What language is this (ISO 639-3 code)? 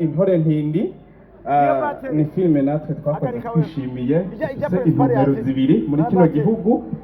run